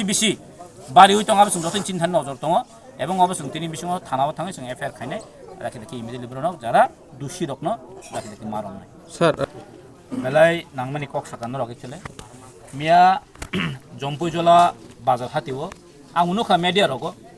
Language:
Kok Borok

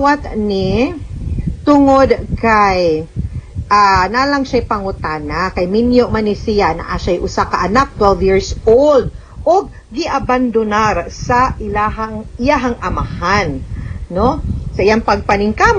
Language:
Cebuano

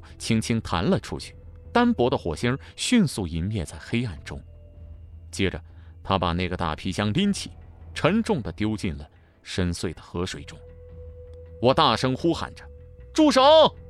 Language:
Chinese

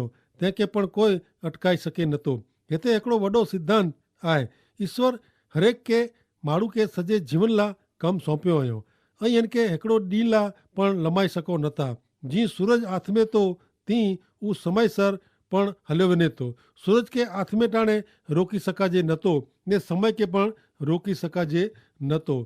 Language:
Kachhi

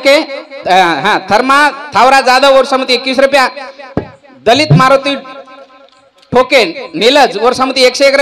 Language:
Lambadi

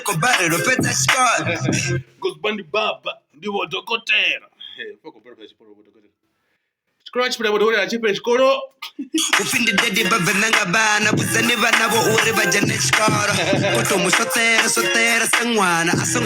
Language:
Venda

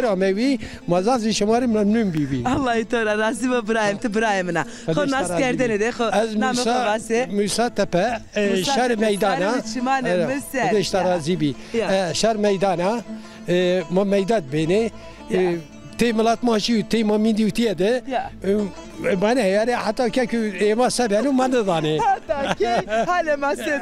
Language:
Zaza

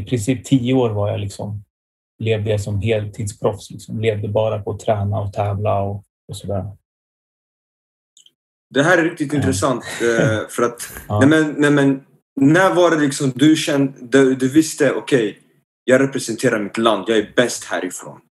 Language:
Swedish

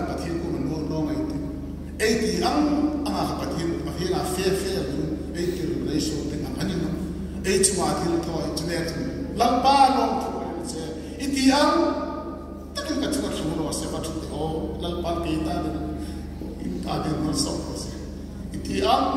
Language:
Hmar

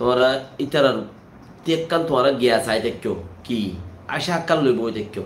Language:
Rohingya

